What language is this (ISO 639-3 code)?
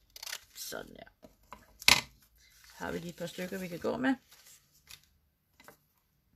dan